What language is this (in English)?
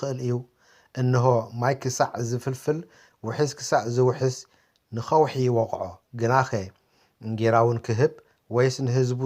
Tigrinya